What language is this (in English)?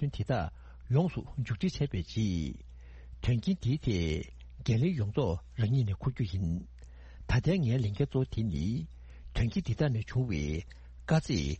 Tibetan